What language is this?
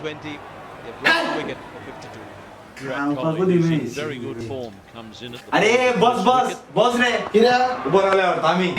Konkani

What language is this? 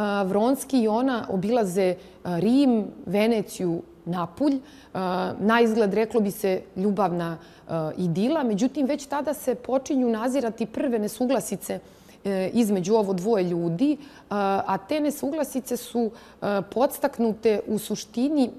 Serbian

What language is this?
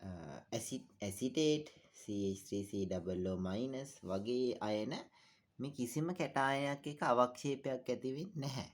Sinhala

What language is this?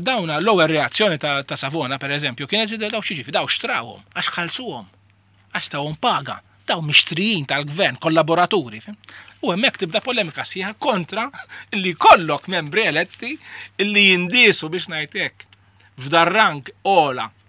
Maltese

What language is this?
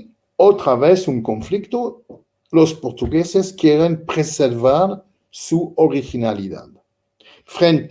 Ladino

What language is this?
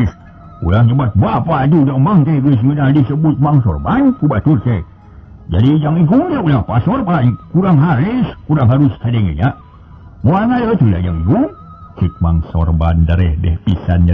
Sundanese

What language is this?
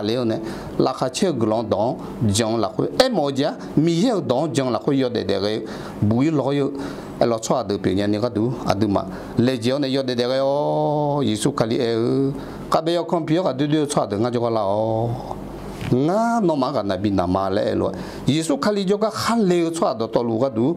Akha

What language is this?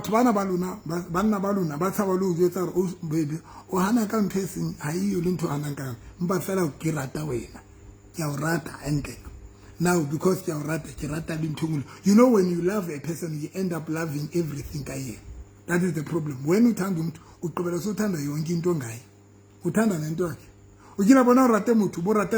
Southern Sotho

